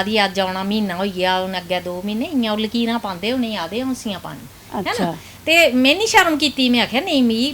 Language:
Dogri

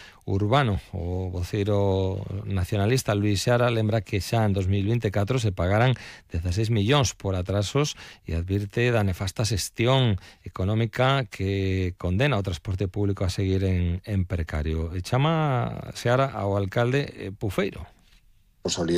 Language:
Galician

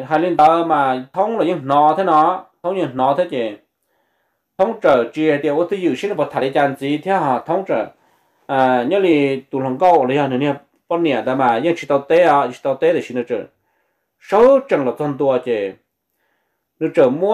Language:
Vietnamese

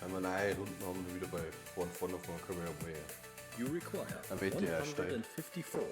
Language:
Bavarian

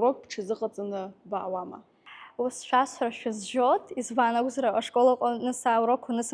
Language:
Abkhazian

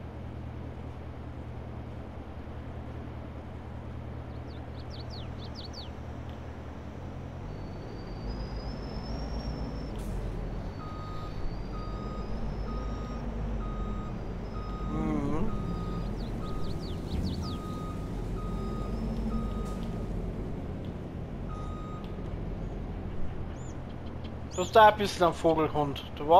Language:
German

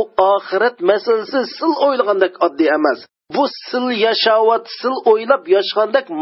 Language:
Uyghur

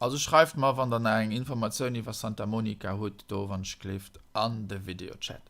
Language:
Luxembourgish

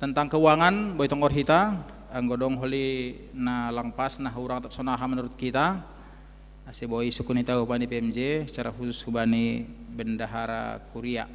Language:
Batak Simalungun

